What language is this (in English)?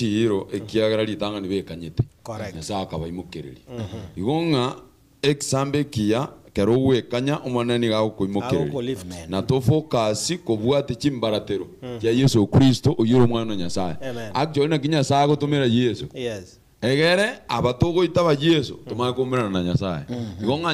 Gusii